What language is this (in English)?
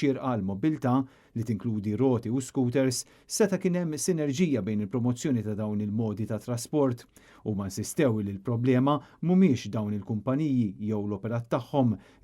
Maltese